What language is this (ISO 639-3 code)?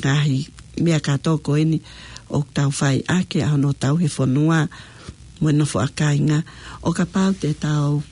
ton